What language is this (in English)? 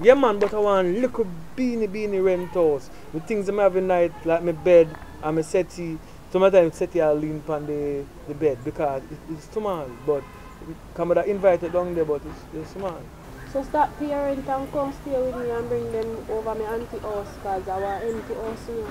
Jamaican Creole English